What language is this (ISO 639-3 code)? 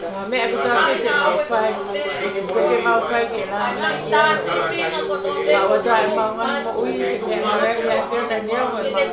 ton